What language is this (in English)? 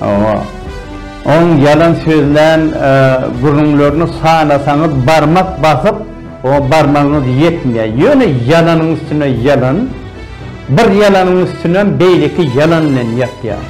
Turkmen